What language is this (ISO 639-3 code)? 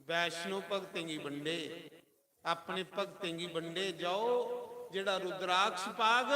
doi